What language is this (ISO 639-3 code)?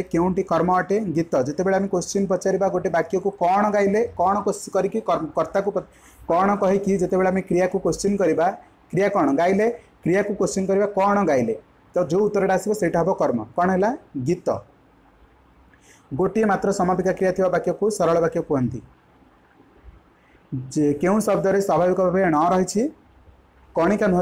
ori